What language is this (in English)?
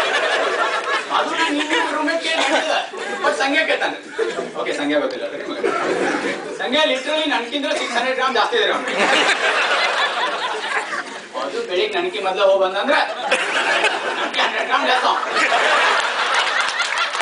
Kannada